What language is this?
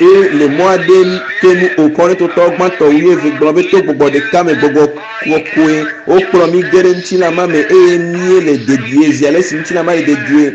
Ewe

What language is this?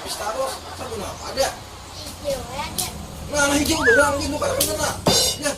Banjar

